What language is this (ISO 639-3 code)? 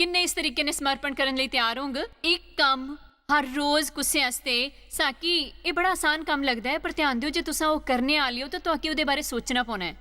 doi